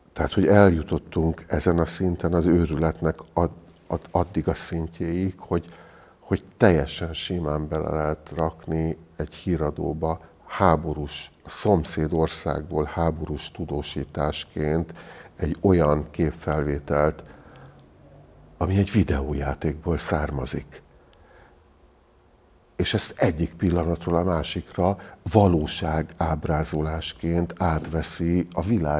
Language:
Hungarian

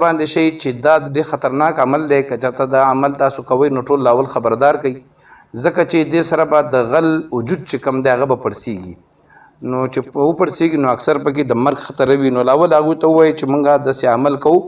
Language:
Pashto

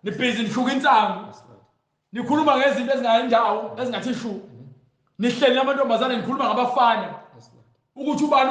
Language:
Zulu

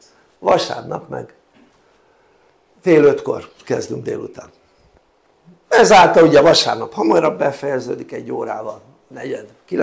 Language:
Hungarian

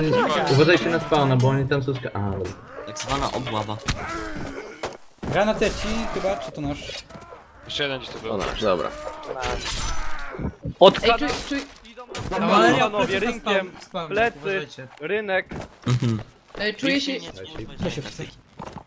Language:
Polish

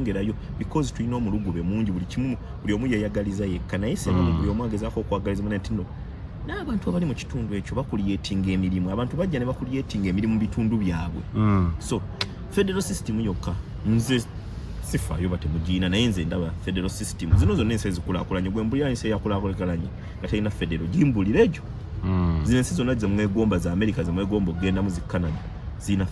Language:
Ganda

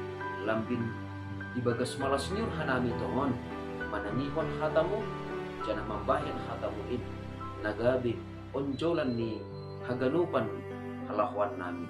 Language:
Batak Simalungun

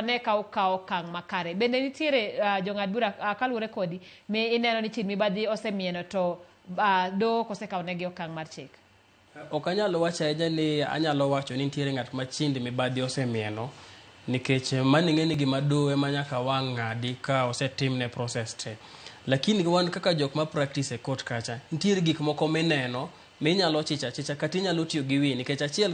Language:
Luo (Kenya and Tanzania)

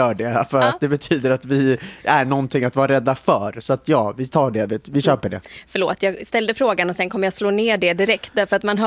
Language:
Swedish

